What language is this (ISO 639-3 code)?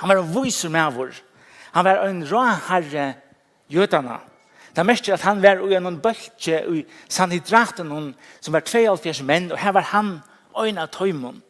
fao